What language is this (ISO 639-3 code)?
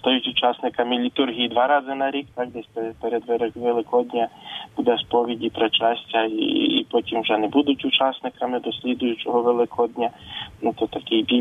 ukr